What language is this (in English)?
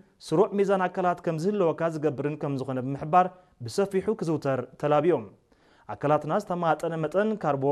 Tigrinya